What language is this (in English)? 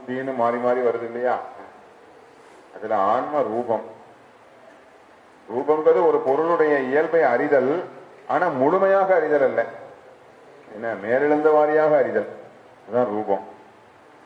Tamil